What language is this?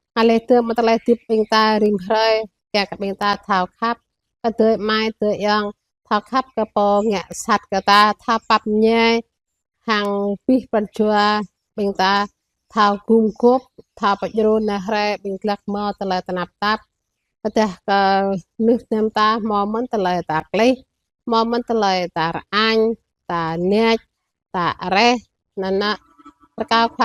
Jarai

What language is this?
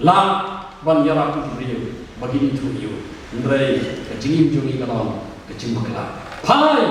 Khasi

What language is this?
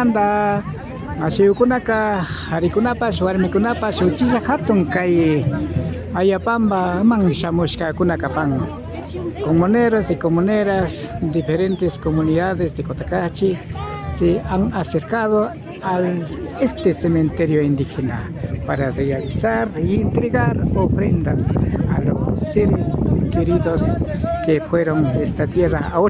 Imbabura Highland Quichua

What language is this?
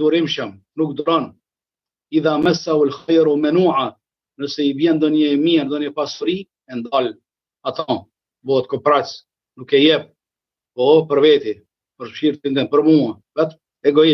Albanian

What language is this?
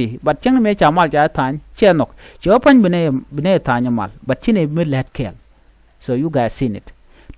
Nuer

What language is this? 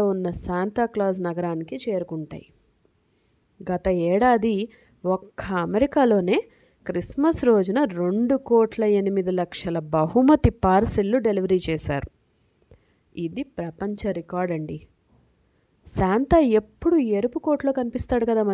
Telugu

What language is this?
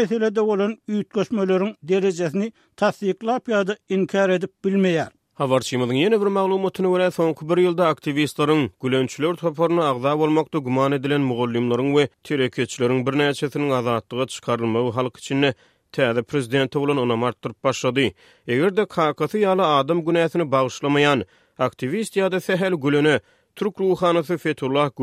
Turkmen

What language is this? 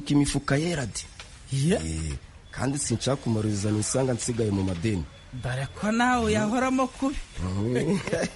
Kinyarwanda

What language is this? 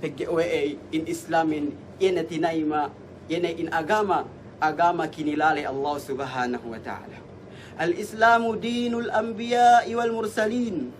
Yakan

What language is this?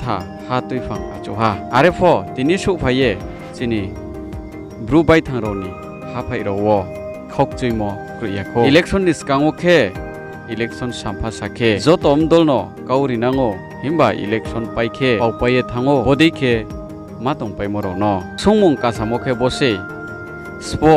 Riang (India)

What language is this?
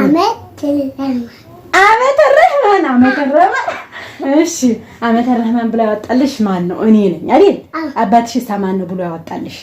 Amharic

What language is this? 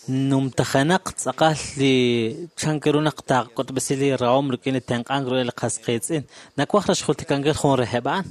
Kekchí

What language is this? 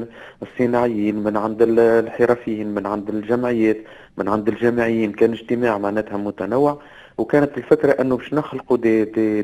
Tunisian Arabic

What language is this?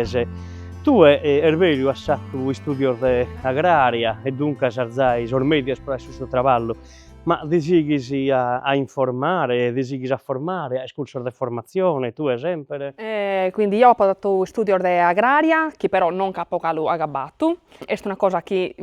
Sardinian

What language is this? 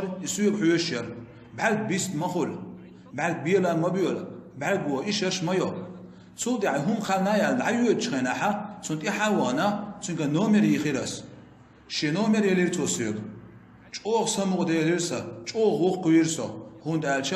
Chechen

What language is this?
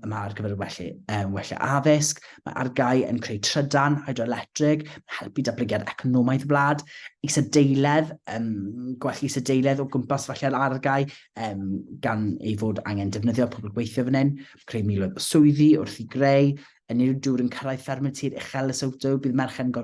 Welsh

